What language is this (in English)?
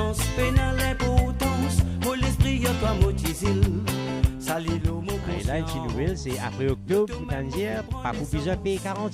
Morisyen